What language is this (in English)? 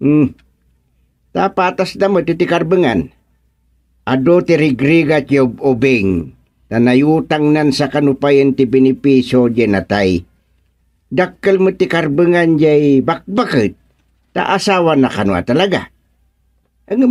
Iloko